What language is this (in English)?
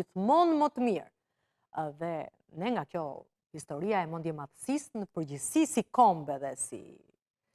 Albanian